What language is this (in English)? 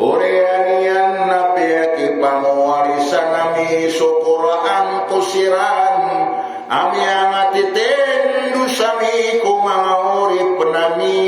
Maranao